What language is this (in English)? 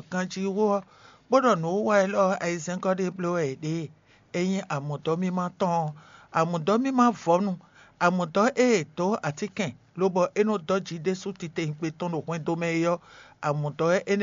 Fon